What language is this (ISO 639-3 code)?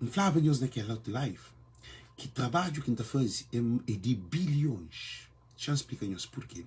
kea